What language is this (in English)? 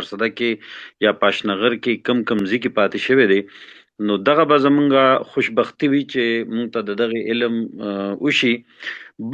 Pashto